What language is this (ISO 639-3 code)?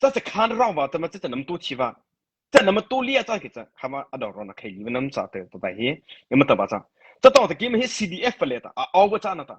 mrh